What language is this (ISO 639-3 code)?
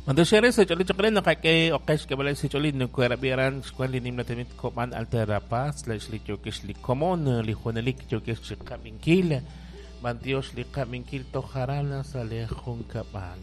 kek